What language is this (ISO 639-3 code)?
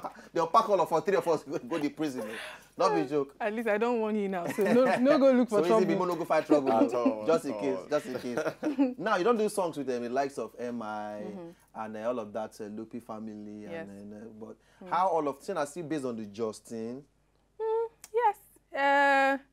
pcm